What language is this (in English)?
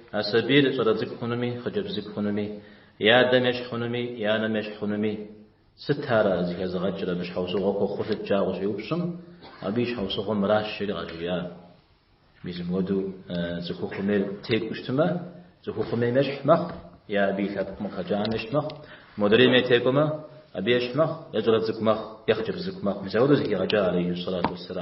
Kabardian